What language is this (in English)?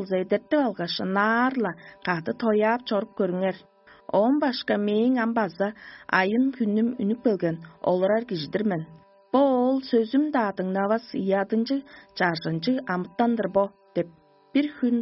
Tuvinian